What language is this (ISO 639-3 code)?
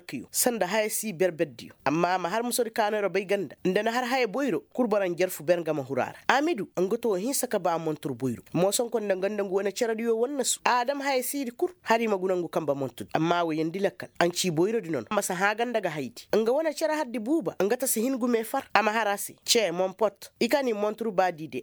ses